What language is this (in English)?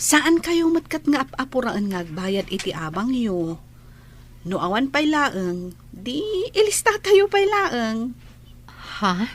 Iloko